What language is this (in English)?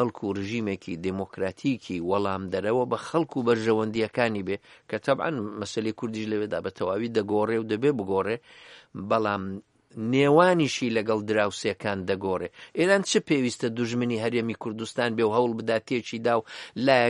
Central Kurdish